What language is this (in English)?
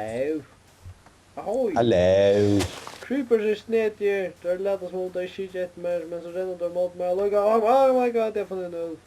Faroese